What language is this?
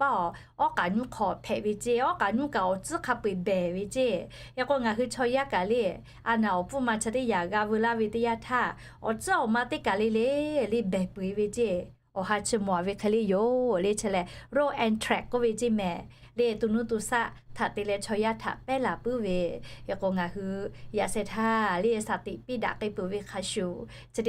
Lahu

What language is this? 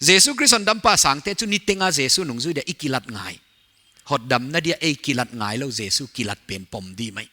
Paite Chin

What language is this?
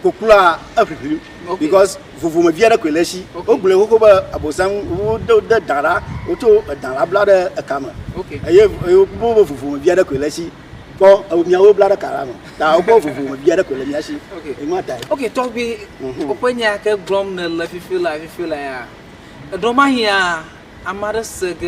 Ewe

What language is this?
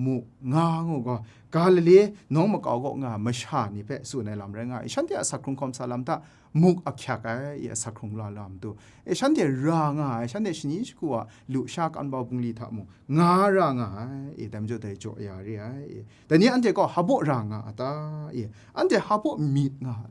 Kachin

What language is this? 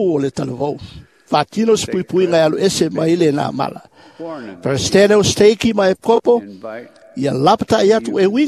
Samoan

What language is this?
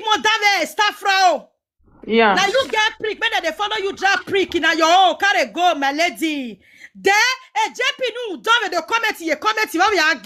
Nigerian Pidgin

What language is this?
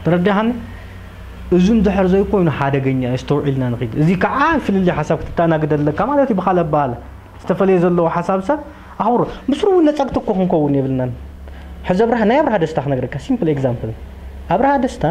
Tigrinya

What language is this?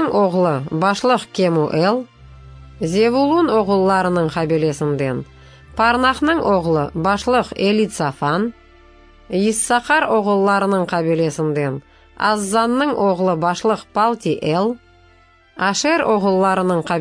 Crimean Tatar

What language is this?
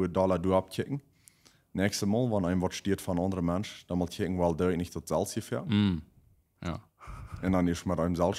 Plautdietsch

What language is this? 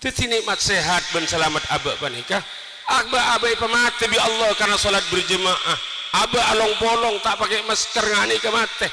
Madurese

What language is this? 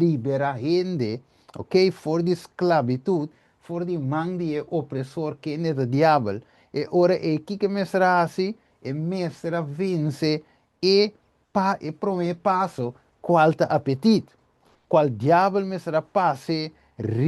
Papiamento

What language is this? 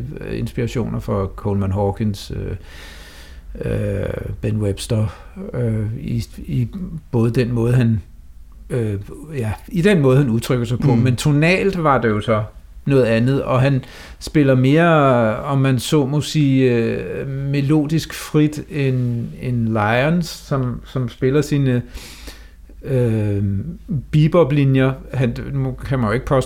Danish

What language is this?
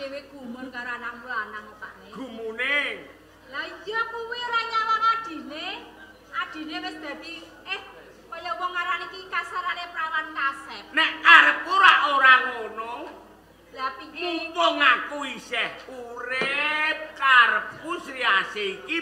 Javanese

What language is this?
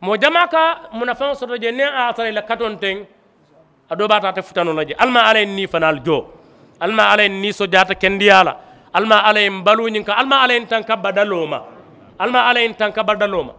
Mandingo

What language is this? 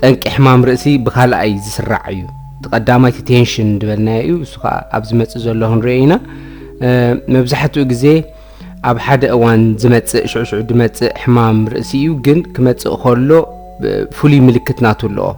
Tigrinya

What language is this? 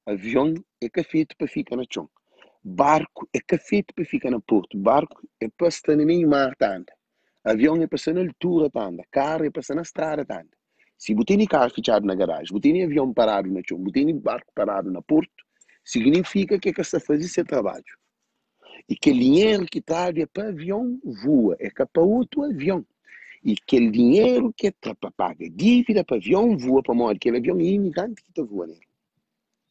Kabuverdianu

